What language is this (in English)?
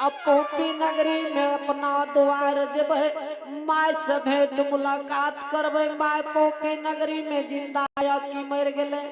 Angika